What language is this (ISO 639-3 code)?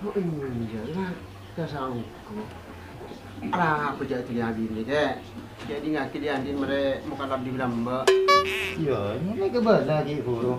mad